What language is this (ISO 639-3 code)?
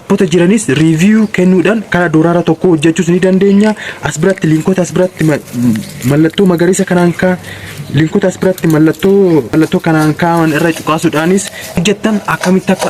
orm